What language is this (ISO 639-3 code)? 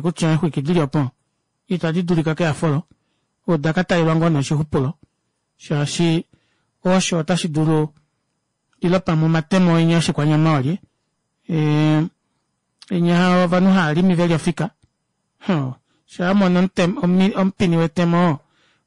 kua